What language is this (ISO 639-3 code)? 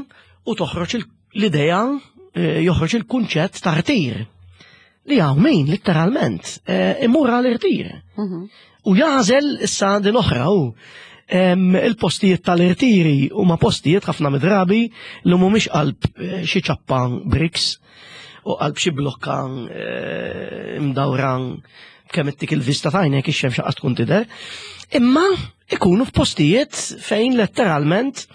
mlt